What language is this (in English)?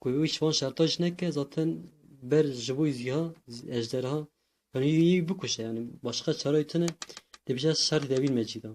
Kurdish